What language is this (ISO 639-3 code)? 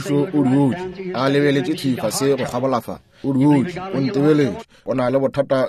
nso